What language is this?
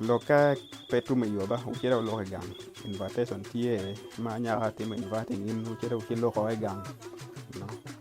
Acoli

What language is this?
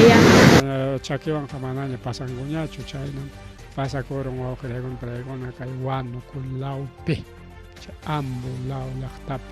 Ayacucho Quechua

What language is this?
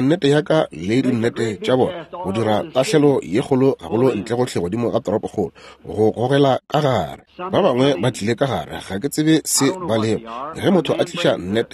Northern Sotho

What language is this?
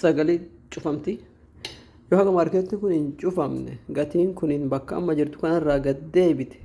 Oromo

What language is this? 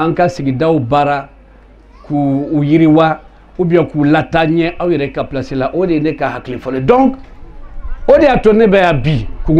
Bambara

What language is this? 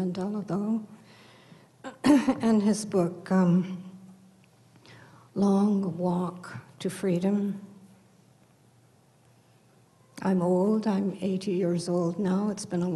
English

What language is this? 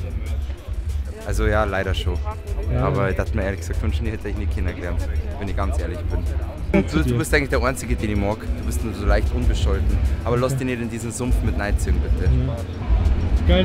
Bavarian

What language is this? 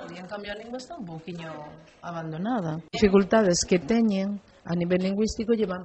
Galician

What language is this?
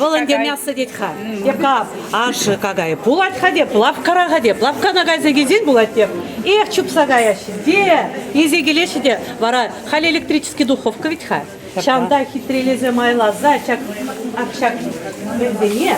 Chuvash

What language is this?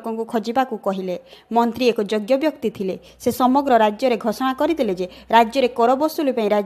Odia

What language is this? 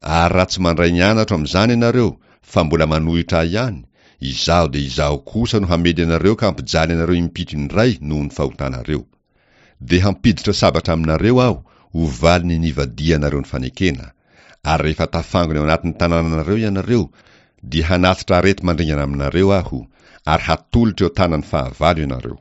Malagasy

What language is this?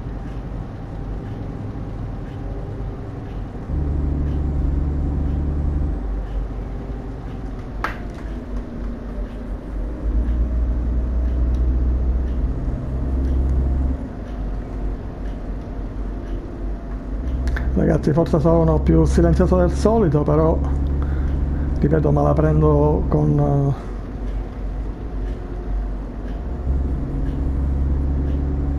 Italian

